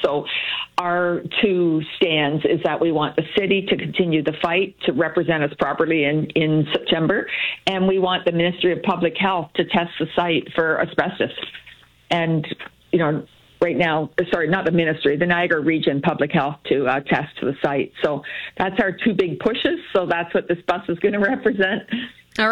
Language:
English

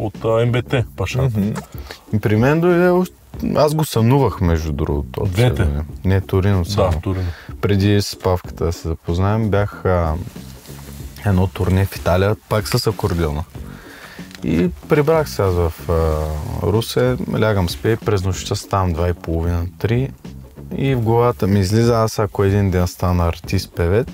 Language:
Bulgarian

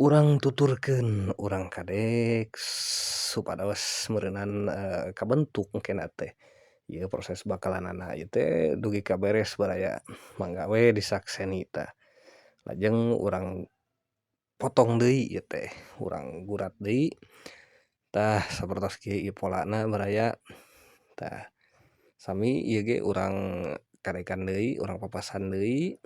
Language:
Sundanese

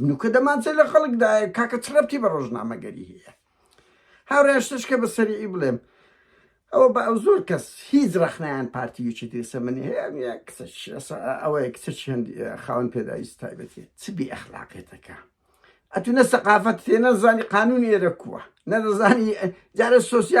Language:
Central Kurdish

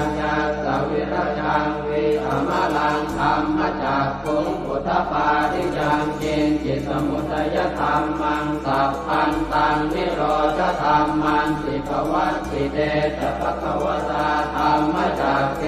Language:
Pali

